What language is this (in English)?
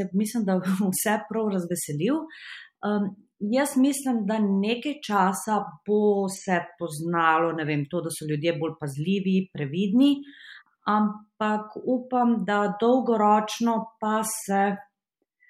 Slovenian